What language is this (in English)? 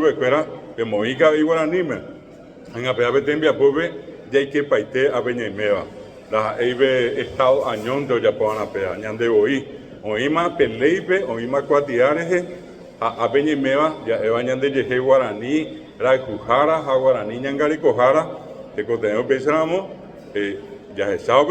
Guarani